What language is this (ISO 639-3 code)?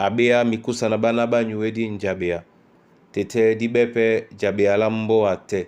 dua